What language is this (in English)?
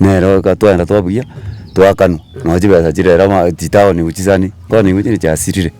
Gusii